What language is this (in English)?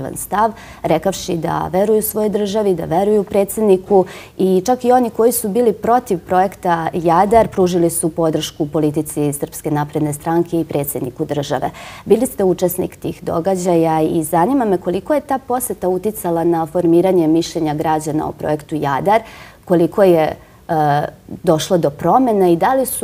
Serbian